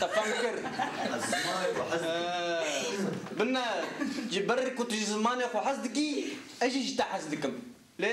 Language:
Kurdish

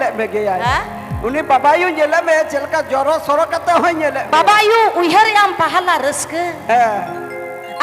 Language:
Santali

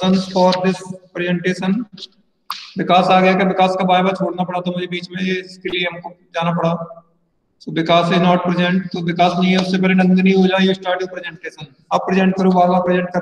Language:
Hindi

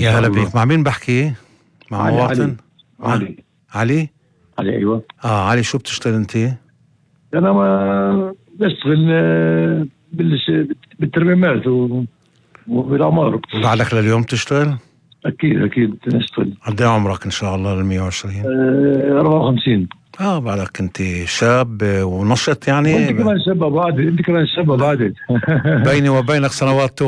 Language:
North Levantine Arabic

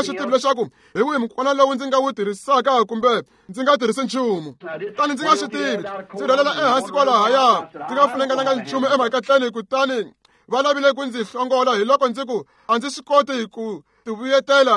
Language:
Tsonga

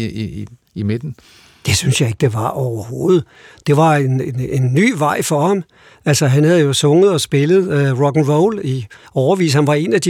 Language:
Danish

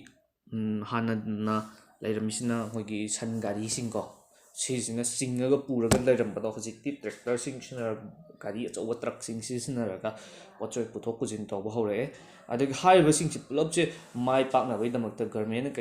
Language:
Manipuri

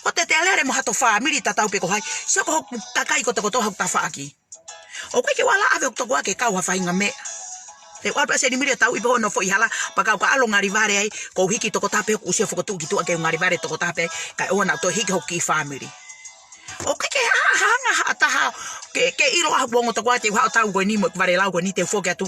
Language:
Tongan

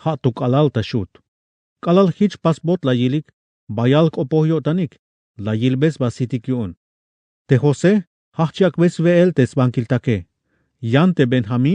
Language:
Tzeltal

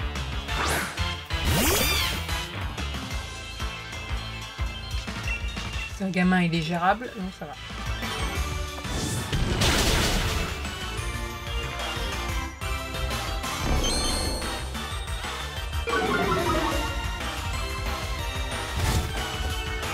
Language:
French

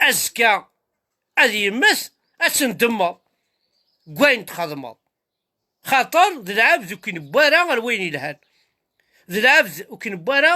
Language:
Kabyle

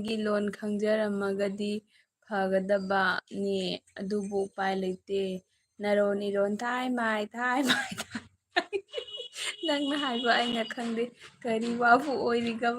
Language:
Manipuri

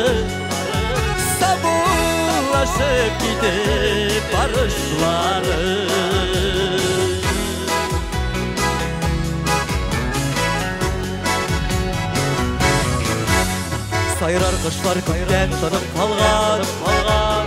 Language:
Tatar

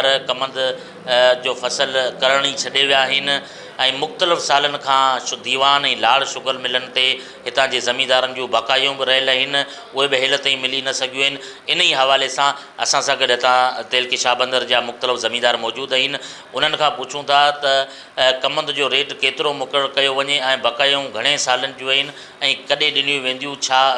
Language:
Sindhi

